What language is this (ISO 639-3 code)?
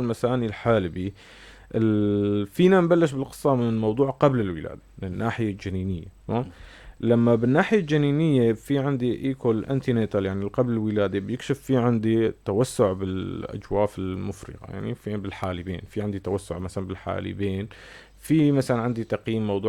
apc